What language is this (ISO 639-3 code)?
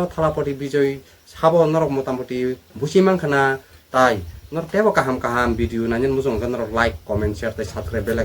trp